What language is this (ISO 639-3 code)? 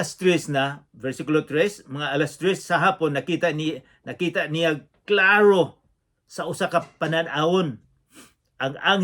ceb